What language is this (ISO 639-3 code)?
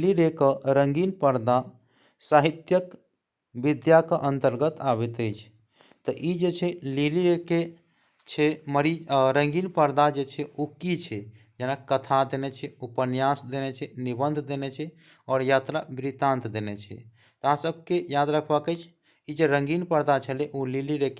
mai